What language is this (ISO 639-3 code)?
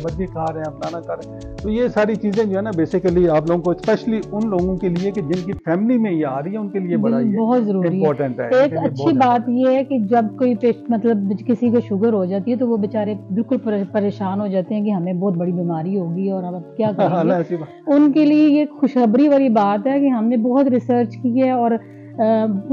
urd